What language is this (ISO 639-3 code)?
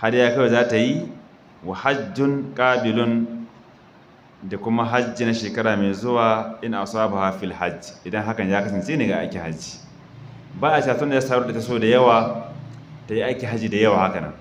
hau